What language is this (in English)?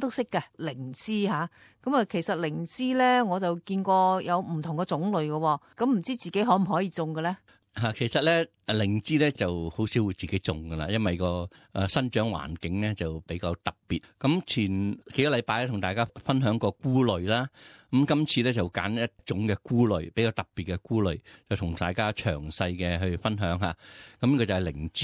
Cantonese